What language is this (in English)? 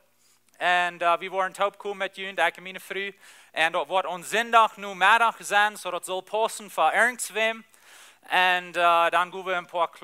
Plautdietsch